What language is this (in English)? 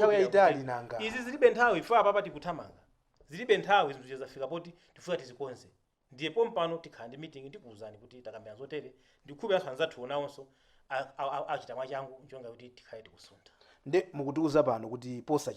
Nyanja